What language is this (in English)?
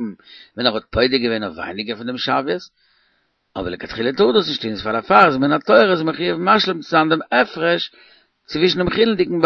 Yiddish